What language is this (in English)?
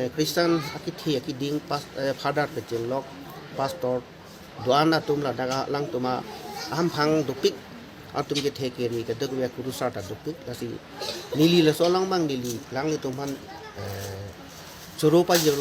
Karbi